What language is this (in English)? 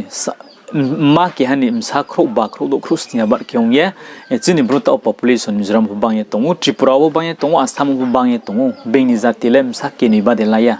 Riang (India)